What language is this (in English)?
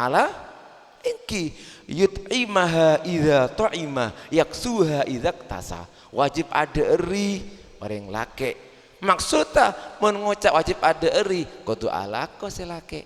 Madurese